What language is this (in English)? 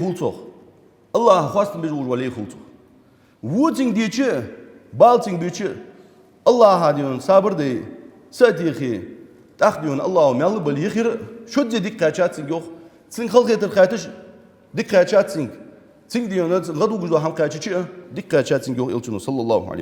Ingush